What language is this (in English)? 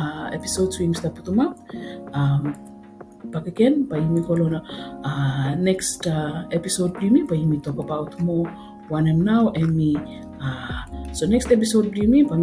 Bislama